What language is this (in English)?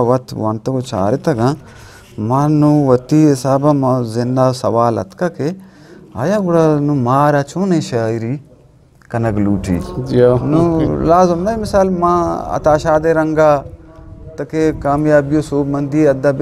Eastern Balochi